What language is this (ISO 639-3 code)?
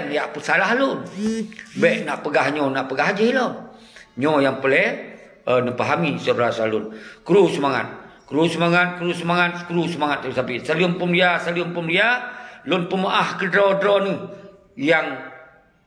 ace